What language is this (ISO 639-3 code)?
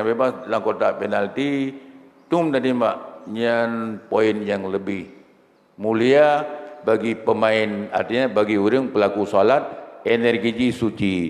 ace